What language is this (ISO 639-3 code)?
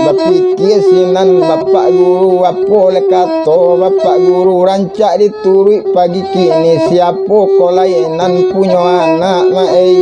min